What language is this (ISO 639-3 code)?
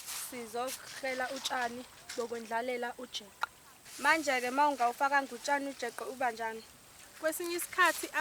zul